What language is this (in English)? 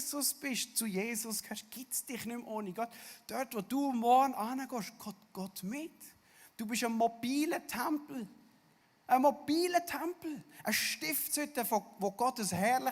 Swiss German